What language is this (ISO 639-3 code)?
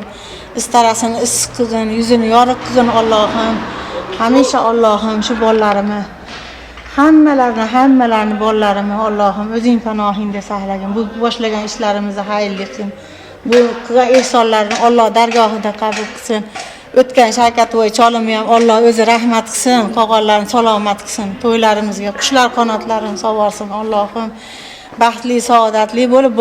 uzb